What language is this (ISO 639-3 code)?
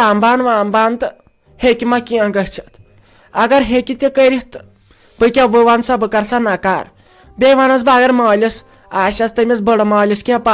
kas